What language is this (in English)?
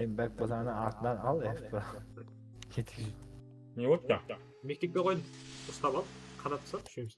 Kara-Kalpak